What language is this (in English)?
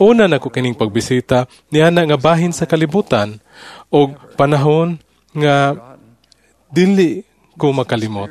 Cebuano